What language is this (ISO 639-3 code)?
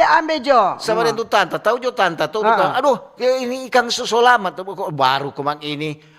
xmm